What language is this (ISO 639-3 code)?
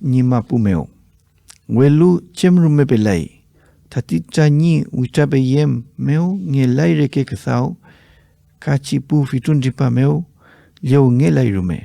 arn